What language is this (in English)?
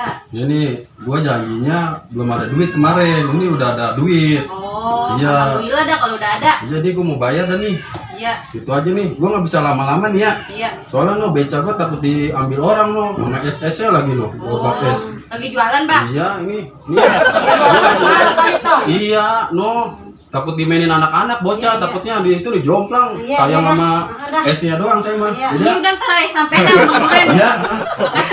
Betawi